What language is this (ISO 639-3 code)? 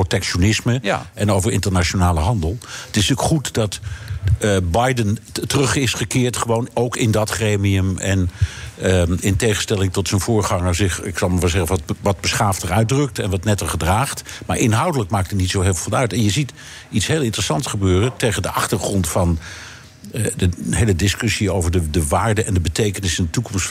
nld